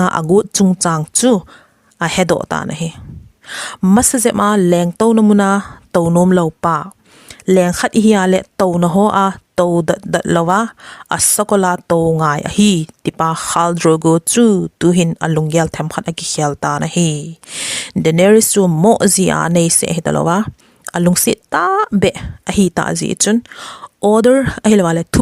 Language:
Thado Chin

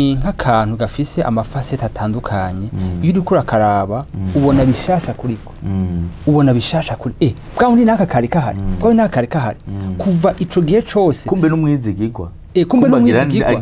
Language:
Rundi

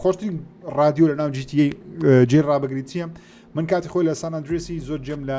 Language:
Central Kurdish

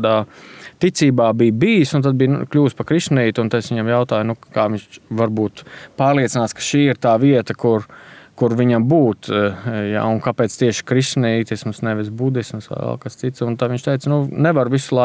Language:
Latvian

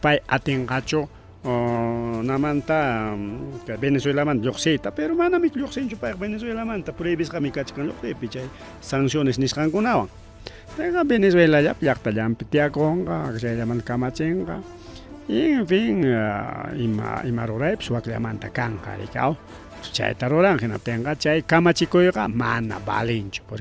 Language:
Ayacucho Quechua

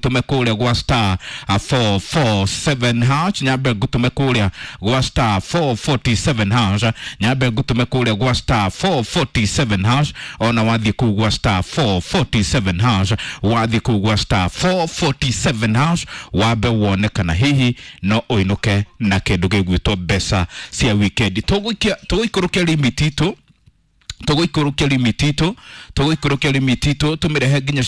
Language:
Kikuyu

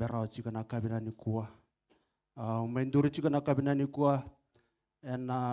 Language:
Fijian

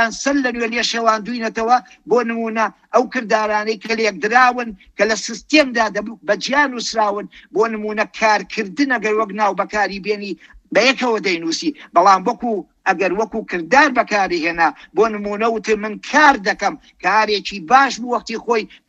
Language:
Central Kurdish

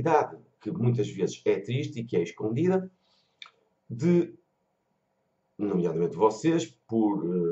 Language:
Portuguese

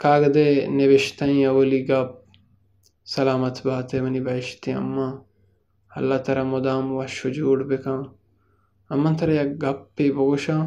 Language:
Baluchi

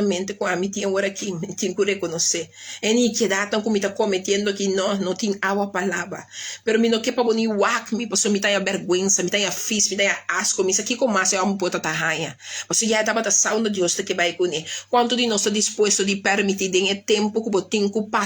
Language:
Papiamento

